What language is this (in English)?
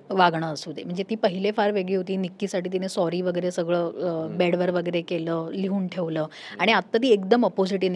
Marathi